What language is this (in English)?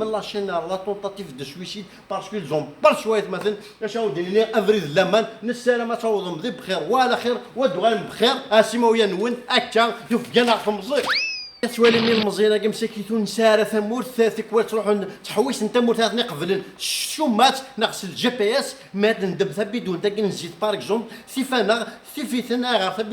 Kabyle